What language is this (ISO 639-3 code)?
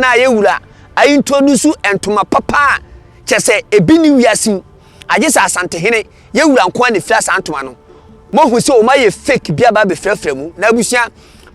aka